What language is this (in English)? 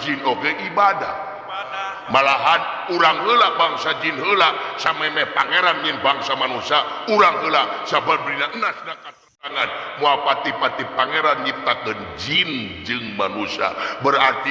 Sundanese